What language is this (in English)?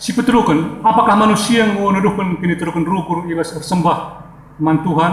Batak Karo